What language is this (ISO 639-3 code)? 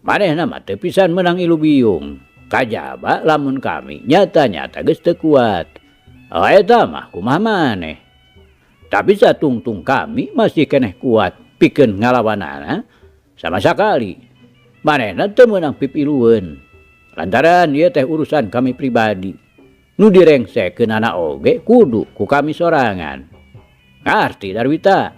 sun